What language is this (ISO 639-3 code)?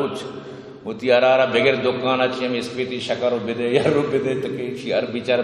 bgp